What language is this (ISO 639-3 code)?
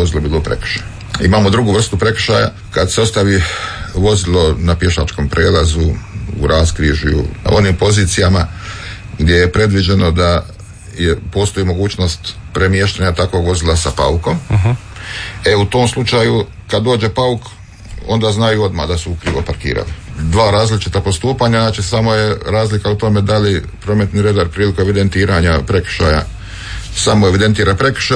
hrv